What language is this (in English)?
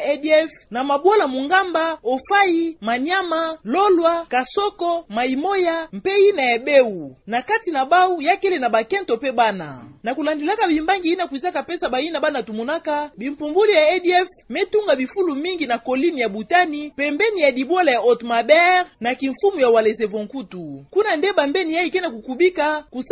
Kituba (Democratic Republic of Congo)